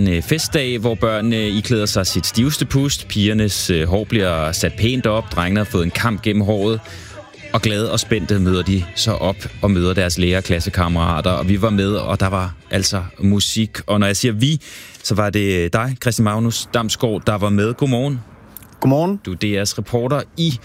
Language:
Danish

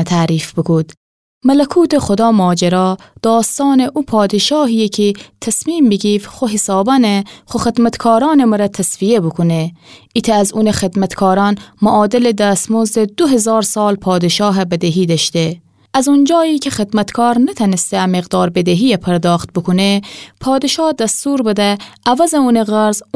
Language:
Gilaki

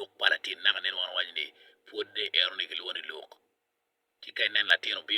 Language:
Acoli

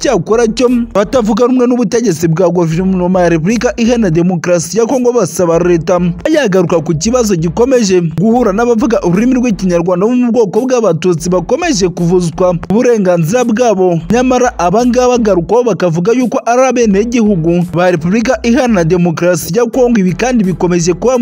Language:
Kinyarwanda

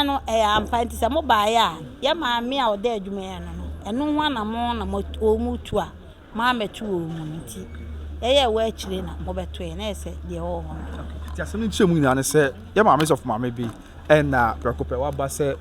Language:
Akan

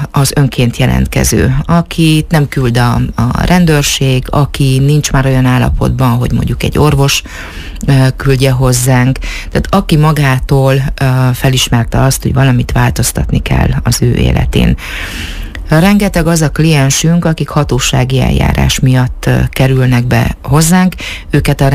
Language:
Hungarian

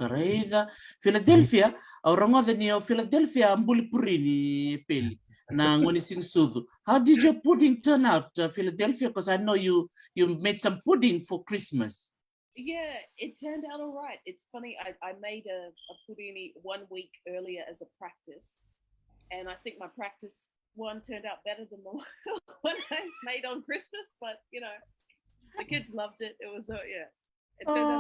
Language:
Fijian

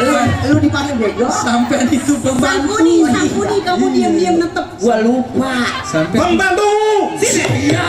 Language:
Betawi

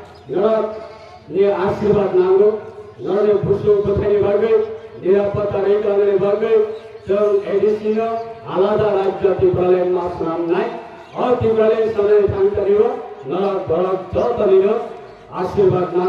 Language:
Kok Borok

